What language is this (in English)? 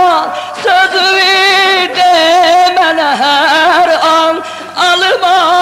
Turkish